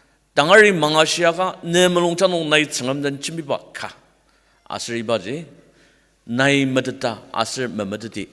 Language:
Ao Naga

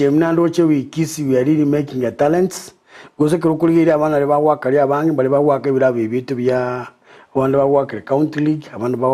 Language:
Gusii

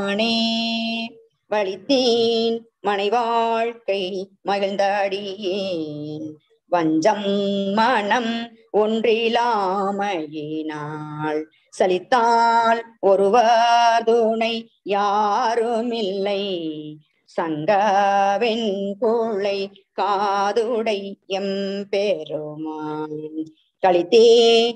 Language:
Tamil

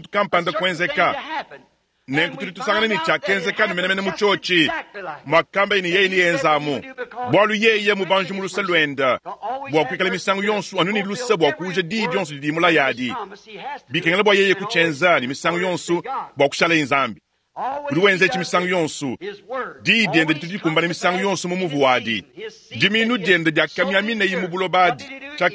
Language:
Luba-Lulua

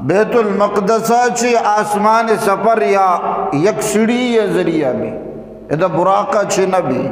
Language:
Eastern Balochi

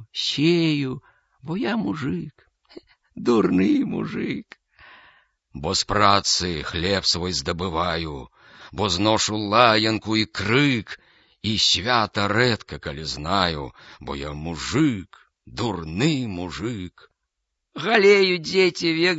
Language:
Belarusian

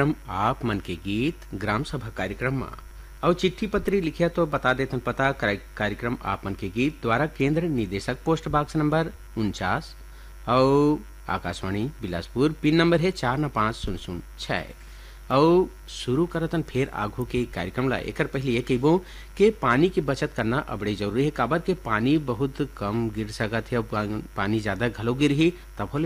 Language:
Chhattisgarhi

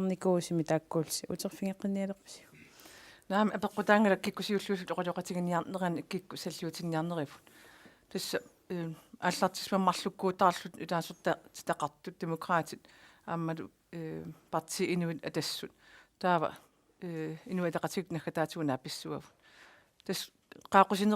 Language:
Kalaallisut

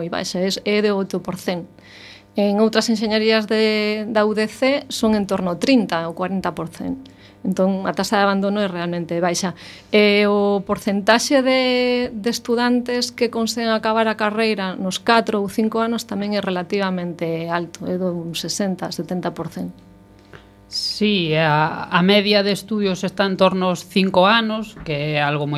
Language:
Galician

